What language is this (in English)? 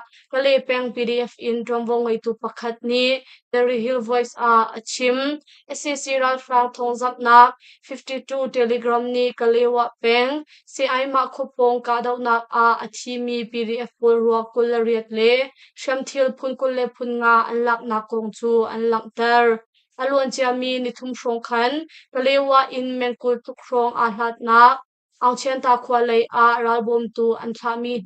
Hakha Chin